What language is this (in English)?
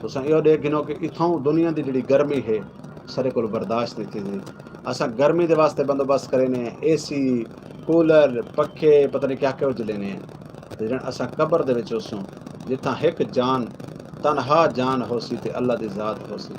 Saraiki